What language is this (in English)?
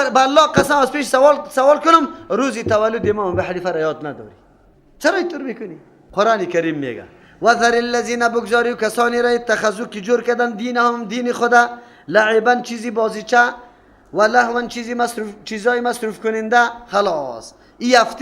Persian